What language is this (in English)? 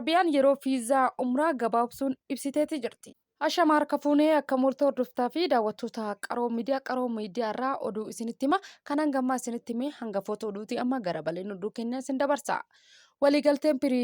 Oromo